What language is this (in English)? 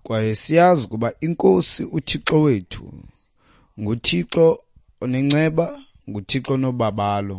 Xhosa